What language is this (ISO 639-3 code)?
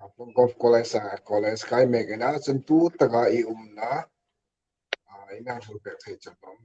hmr